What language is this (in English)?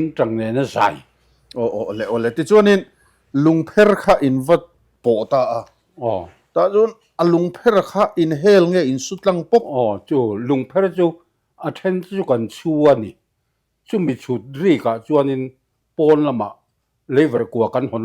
Mizo